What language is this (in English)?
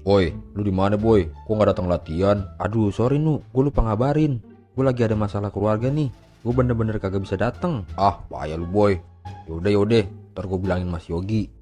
Betawi